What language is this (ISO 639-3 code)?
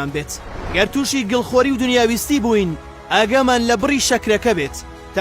ckb